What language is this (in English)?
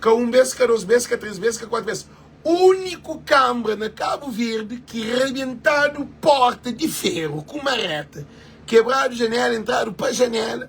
Kabuverdianu